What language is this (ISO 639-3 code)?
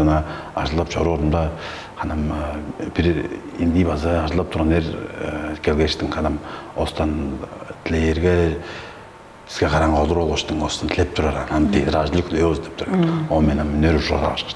tyv